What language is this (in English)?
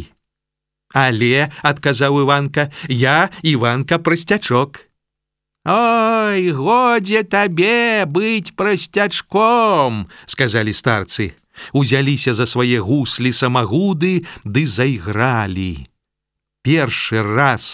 Belarusian